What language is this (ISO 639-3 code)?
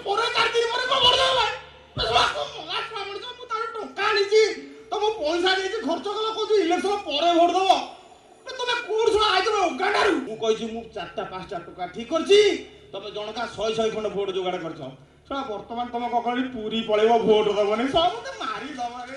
ori